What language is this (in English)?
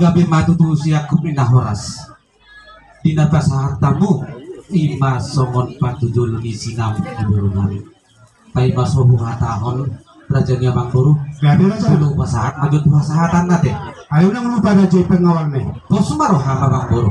Batak Toba